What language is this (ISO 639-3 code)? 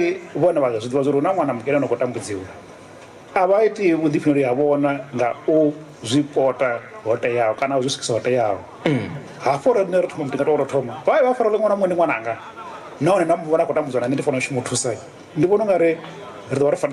ven